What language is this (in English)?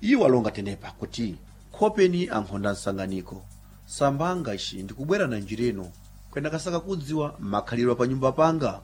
Sena